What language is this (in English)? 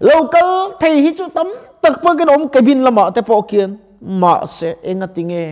Mizo